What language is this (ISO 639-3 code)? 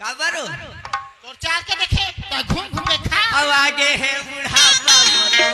hne